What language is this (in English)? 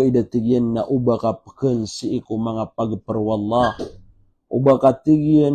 Maranao